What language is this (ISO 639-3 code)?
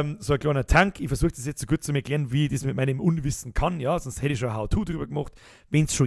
bar